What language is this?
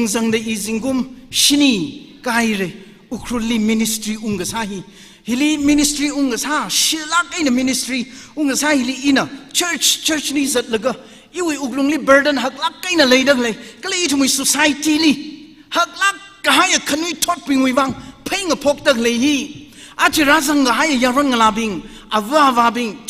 Tangkhul Naga (India)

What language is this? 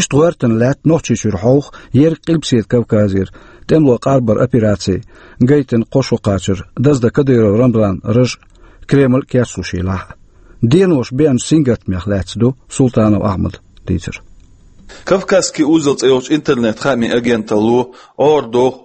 Chechen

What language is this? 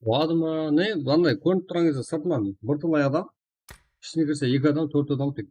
Kara-Kalpak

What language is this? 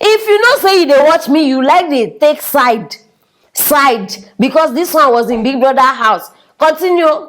Nigerian Pidgin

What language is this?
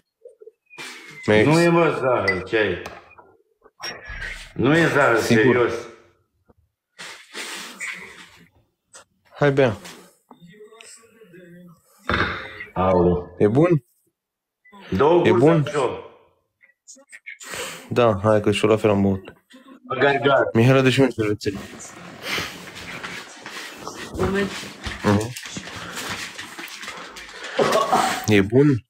Romanian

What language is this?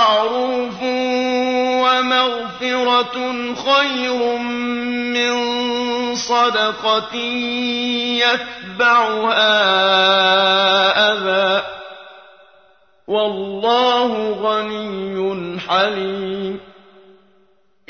Arabic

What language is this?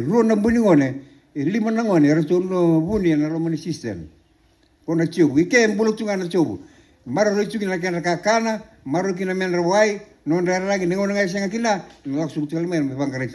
Fijian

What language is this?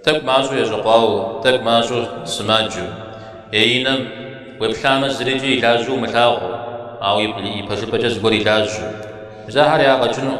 Kabardian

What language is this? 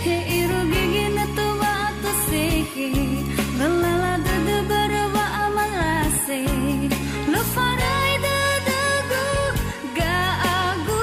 Nias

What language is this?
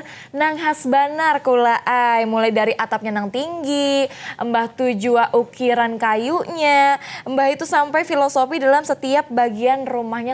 Banjar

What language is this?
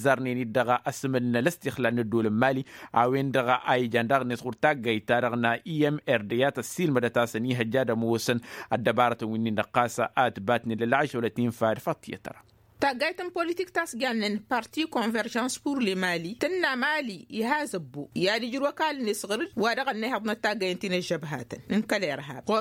Tamasheq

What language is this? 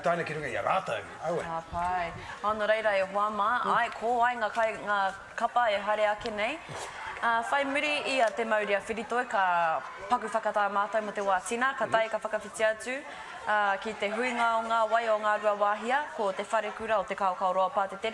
Māori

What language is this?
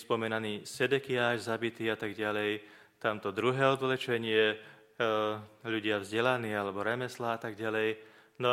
Slovak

